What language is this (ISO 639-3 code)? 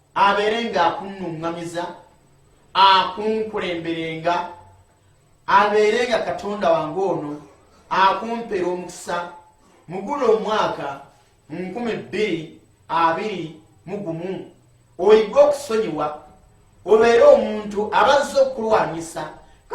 lug